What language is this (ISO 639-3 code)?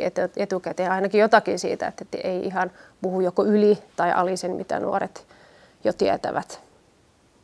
fin